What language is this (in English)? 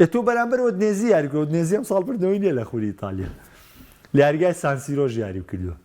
Central Kurdish